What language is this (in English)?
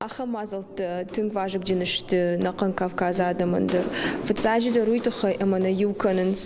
Ossetic